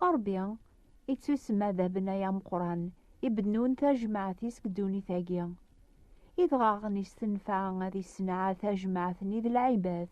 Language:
Kabyle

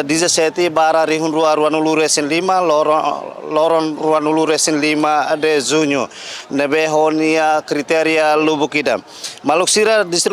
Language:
Tetum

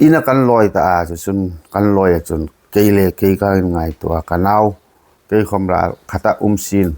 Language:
Hmar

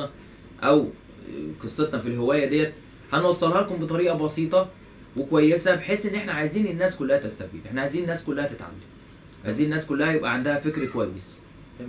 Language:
Egyptian Arabic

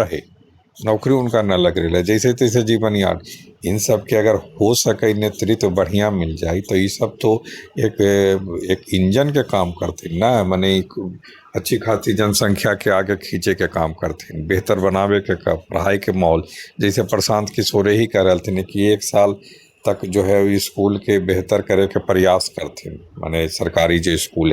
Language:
Magahi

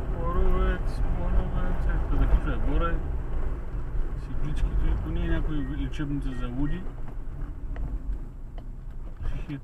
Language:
Bulgarian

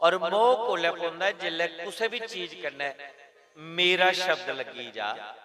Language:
Dogri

